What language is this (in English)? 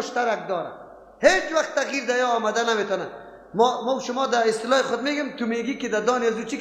Persian